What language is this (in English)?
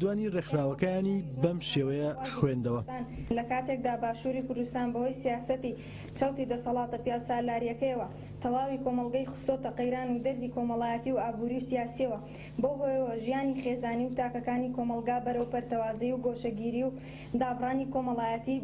Central Kurdish